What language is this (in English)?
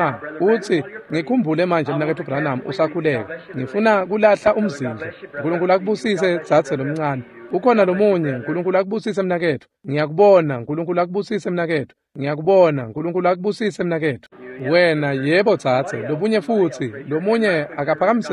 Swati